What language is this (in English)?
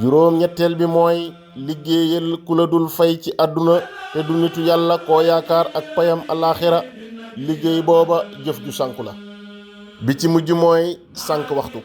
Wolof